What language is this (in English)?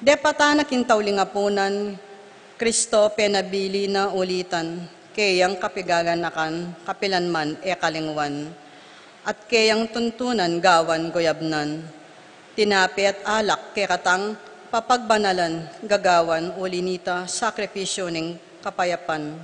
Pampanga